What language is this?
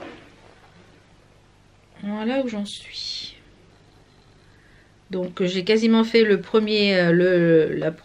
French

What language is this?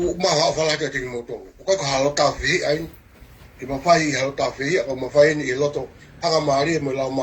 Tongan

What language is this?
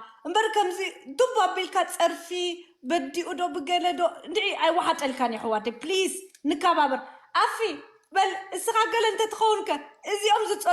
Tigrinya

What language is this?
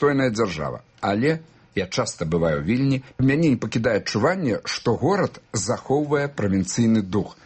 Belarusian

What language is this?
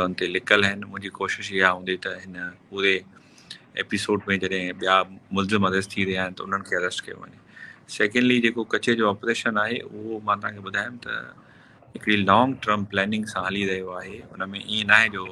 Sindhi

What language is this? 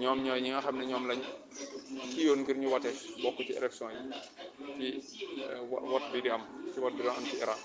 Wolof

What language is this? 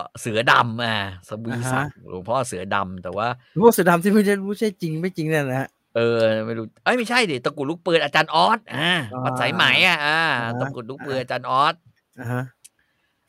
Thai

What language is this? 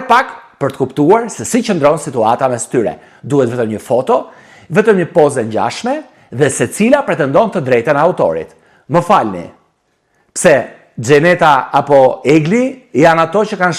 Albanian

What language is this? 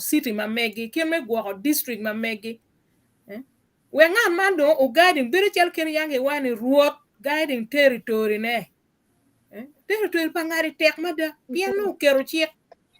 Acoli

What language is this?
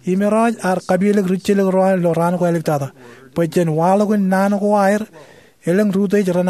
Marshallese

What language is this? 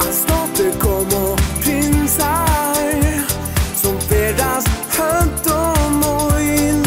Faroese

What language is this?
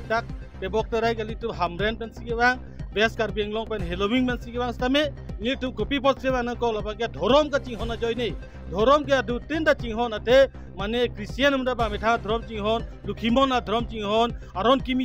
Karbi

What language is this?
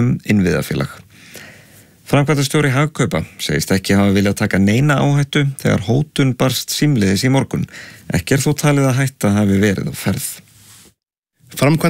Icelandic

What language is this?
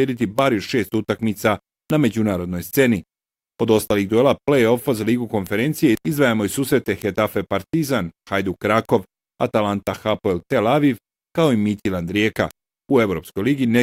Bosnian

